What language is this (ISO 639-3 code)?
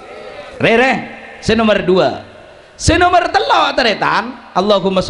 mad